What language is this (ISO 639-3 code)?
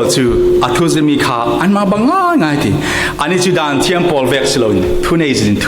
cfm